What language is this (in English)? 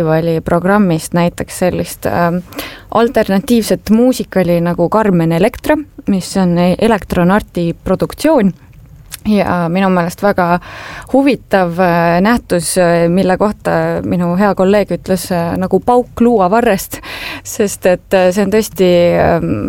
Estonian